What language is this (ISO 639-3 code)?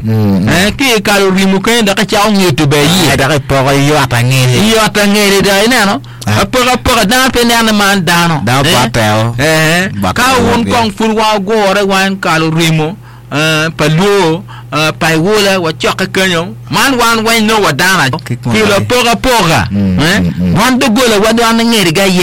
ach